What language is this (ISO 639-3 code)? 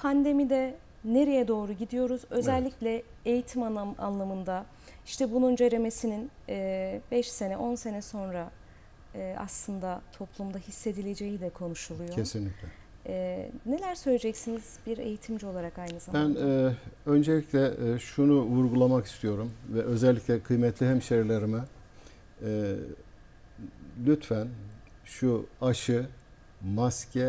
tur